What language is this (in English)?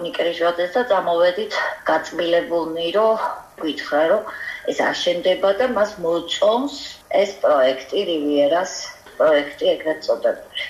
Georgian